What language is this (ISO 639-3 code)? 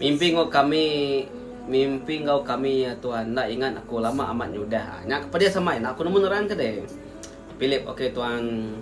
iba